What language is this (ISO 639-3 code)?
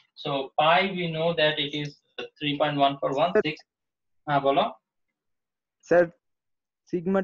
ben